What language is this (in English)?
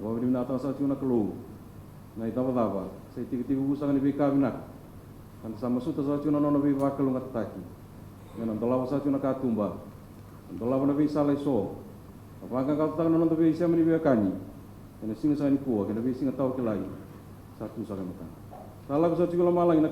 Fijian